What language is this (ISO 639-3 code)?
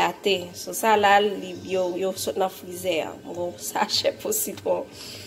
hat